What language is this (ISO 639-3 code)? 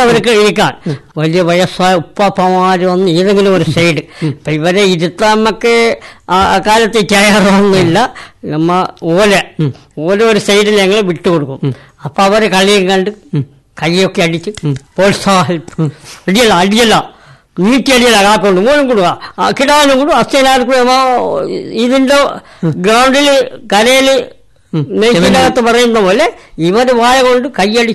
mal